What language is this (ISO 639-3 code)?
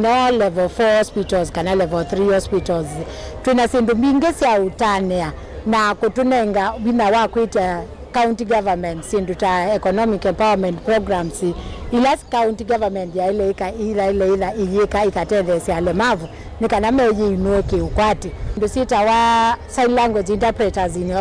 kam